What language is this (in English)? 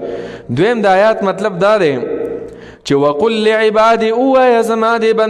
Pashto